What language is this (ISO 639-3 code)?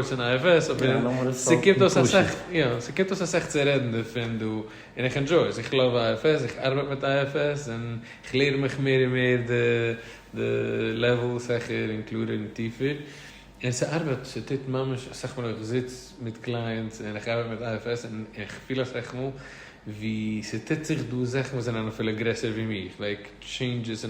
yid